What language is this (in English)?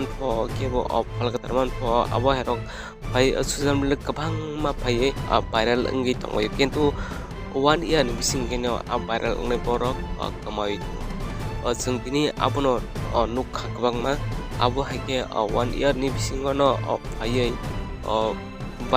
Kok Borok